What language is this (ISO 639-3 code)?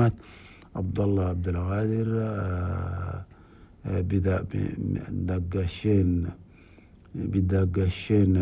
shu